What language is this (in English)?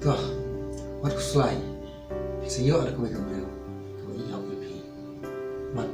Khasi